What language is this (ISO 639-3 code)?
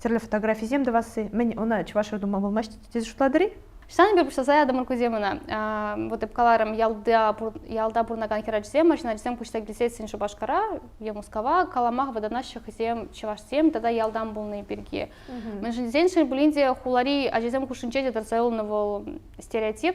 chv